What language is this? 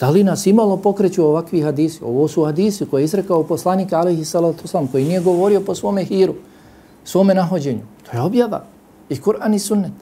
Bosnian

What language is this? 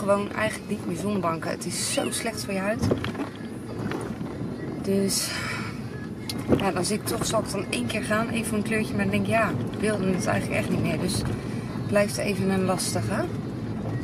Dutch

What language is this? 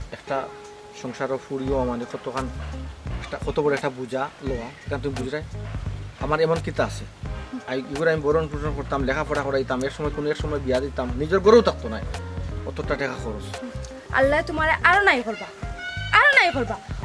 Sylheti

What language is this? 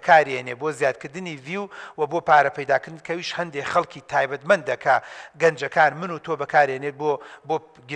Central Kurdish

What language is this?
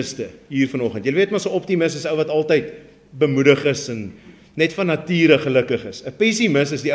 Afrikaans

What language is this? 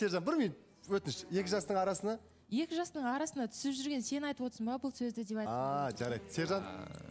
Kazakh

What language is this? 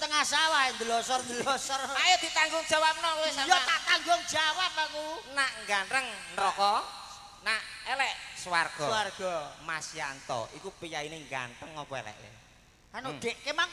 Javanese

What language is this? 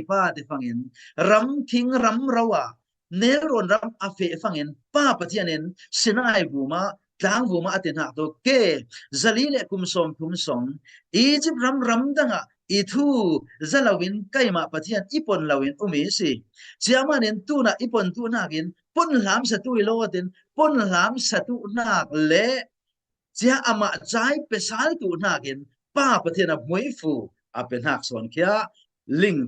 Falam Chin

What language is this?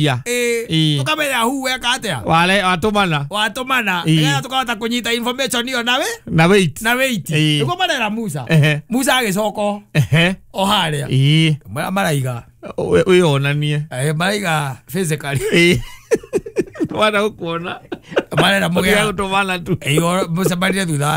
Kikuyu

